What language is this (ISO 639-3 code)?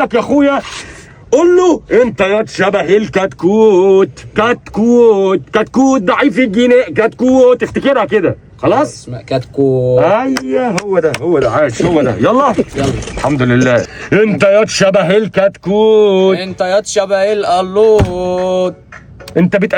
arz